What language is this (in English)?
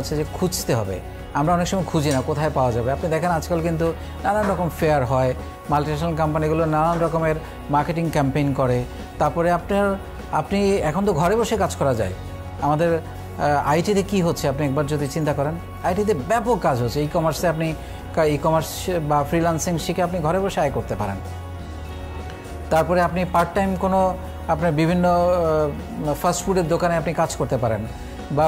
Bangla